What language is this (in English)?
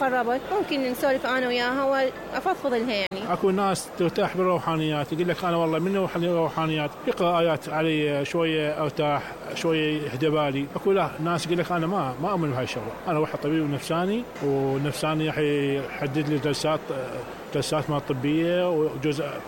Mesopotamian Arabic